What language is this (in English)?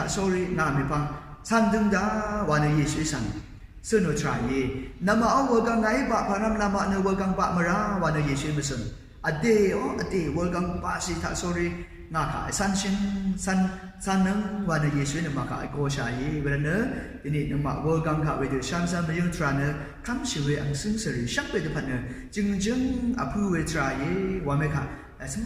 Rawang